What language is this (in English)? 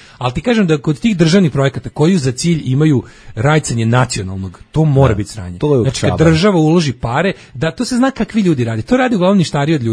Serbian